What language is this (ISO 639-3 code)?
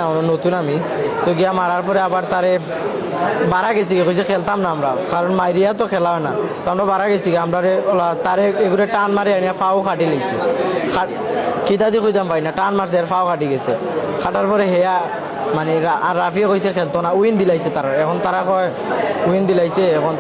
syl